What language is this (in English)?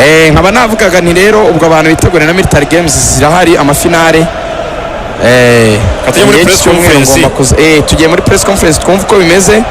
Kinyarwanda